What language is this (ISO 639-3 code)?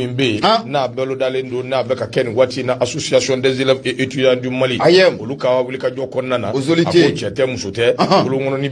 bam